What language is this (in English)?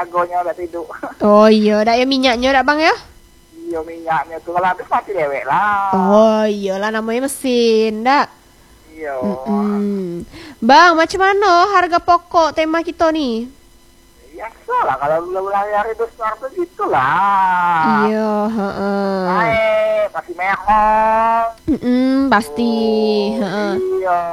Indonesian